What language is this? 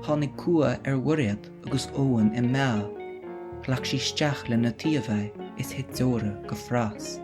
Irish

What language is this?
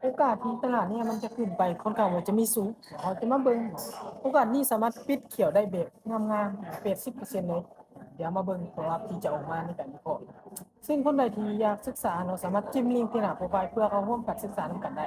Lao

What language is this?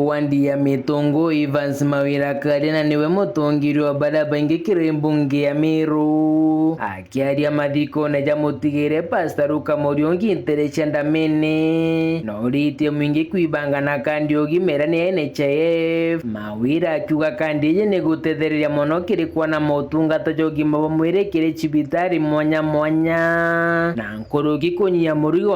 Meru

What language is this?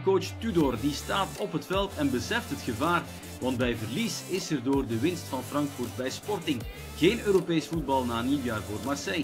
Dutch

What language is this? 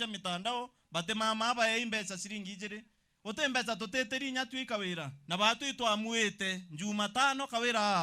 Meru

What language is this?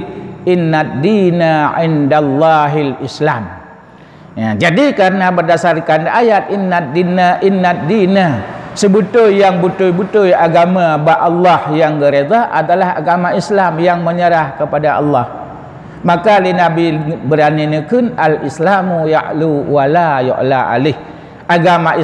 Achinese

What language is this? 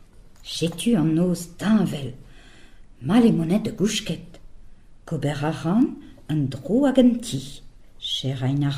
Breton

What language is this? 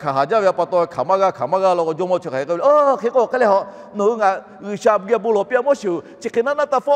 Lahu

